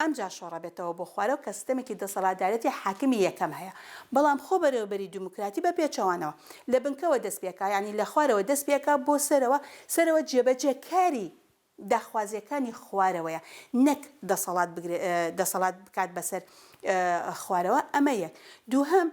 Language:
Central Kurdish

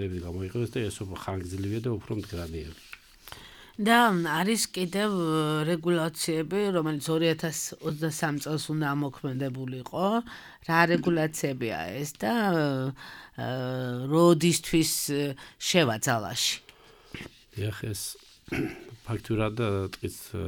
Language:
Georgian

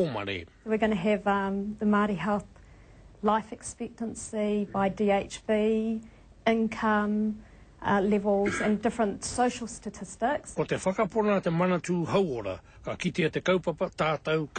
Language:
Māori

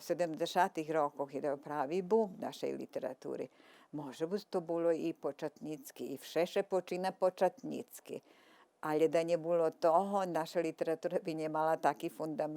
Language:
Rusyn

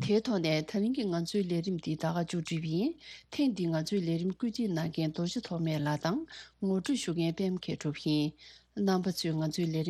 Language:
Tibetan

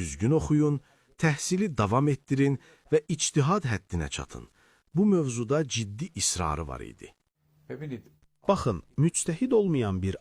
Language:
Azerbaijani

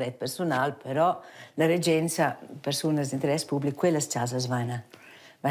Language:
Romansh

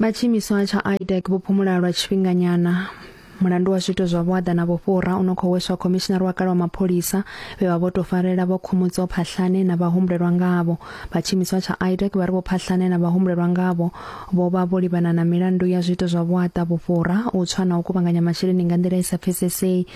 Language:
Venda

